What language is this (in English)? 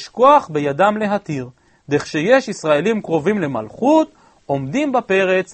Hebrew